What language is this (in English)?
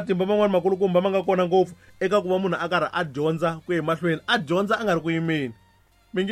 Tsonga